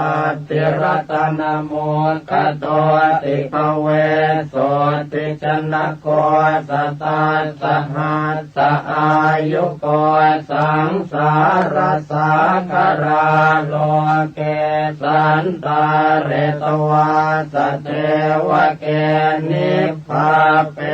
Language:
Pali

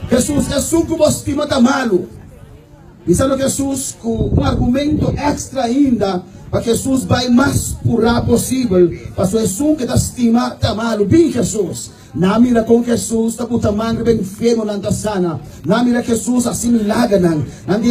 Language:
Papiamento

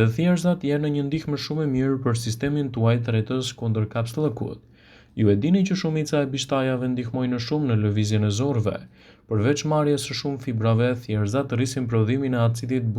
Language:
Albanian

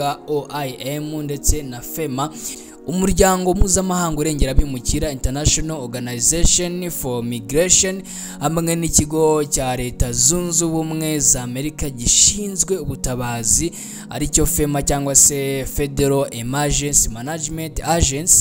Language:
Kinyarwanda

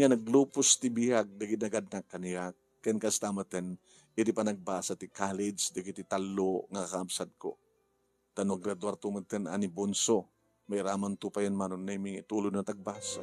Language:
Iloko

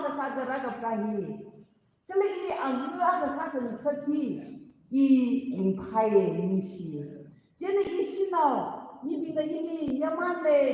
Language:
Tangkhul Naga (India)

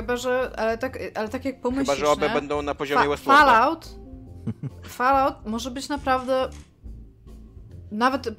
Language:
Polish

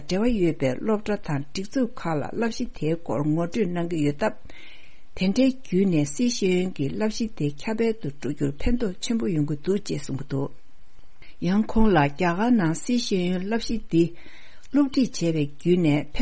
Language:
Tibetan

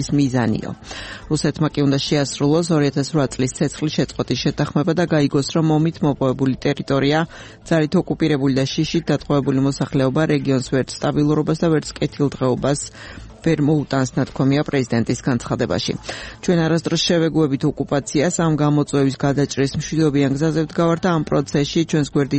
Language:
Georgian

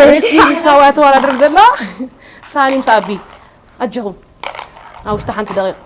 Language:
Tigrinya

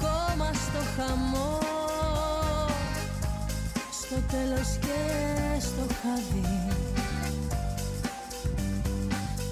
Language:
Greek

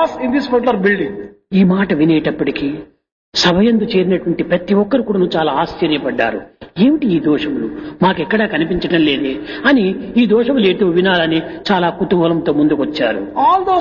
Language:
Telugu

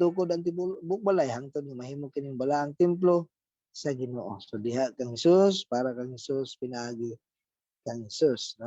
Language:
Cebuano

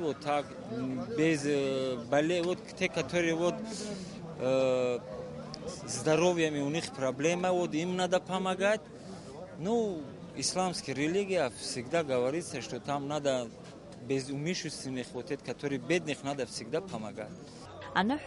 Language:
Abkhazian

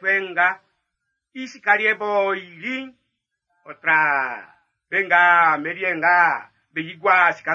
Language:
Baoulé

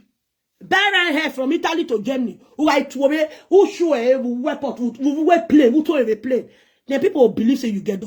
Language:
Nigerian Pidgin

